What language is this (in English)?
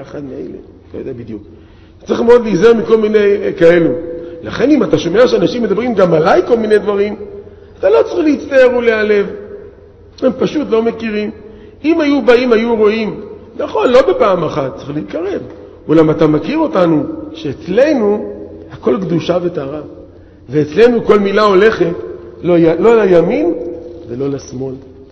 Hebrew